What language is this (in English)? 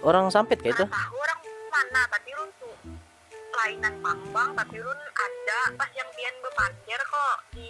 Banjar